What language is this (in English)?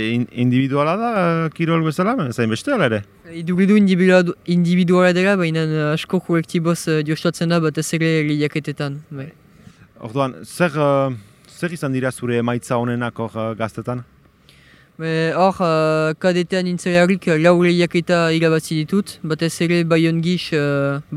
Basque